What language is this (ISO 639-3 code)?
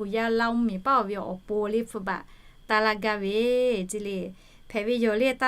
lhu